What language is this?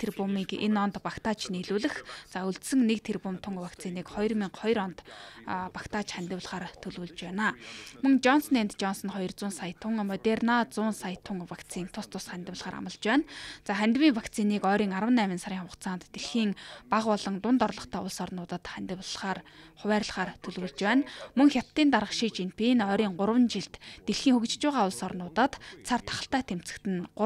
Mongolian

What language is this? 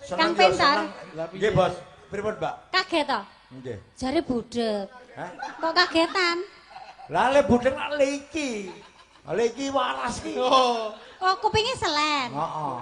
Javanese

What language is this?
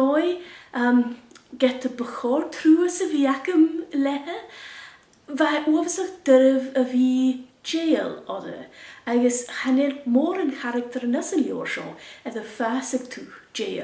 Scottish Gaelic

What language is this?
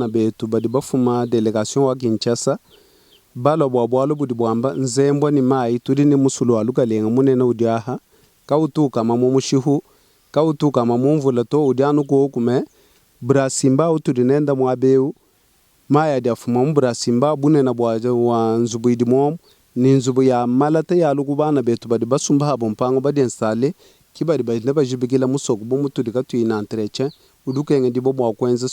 Luba-Lulua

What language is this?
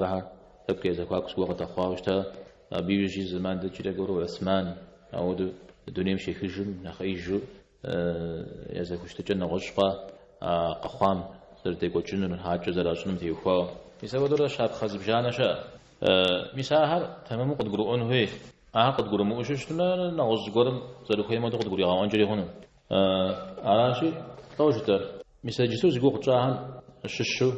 Kabardian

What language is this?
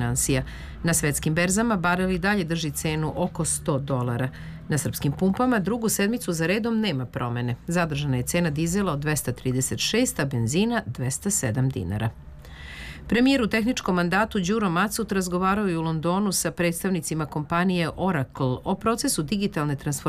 Serbian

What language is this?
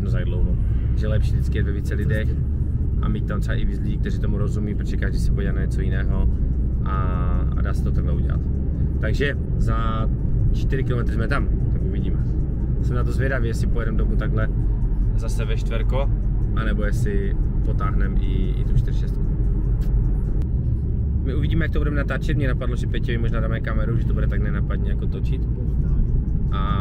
Czech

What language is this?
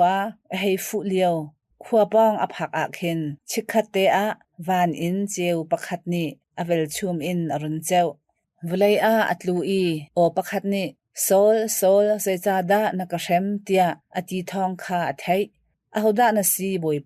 Hakha Chin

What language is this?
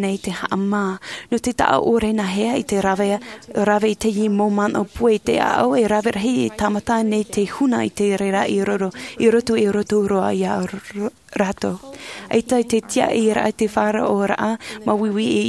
Tahitian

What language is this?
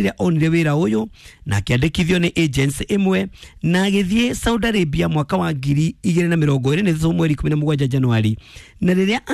Kikuyu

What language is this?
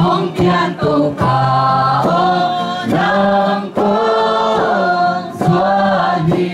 Tedim Chin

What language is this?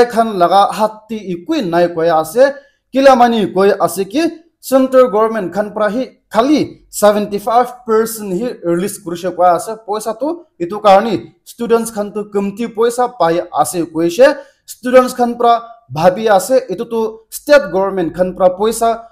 Naga Pidgin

